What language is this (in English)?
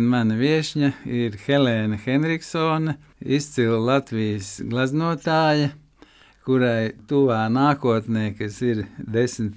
Latvian